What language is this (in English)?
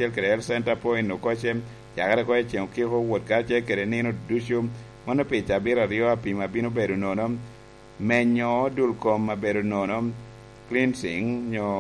Lango (Uganda)